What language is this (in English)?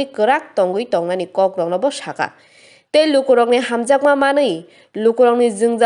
Kok Borok